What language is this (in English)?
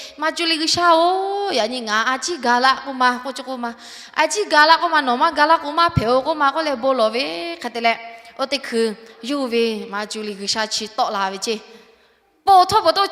Lahu